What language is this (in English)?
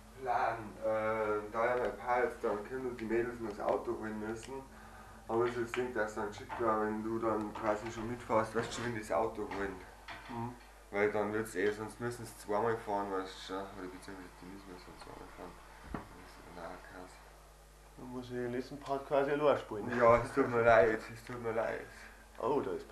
Bavarian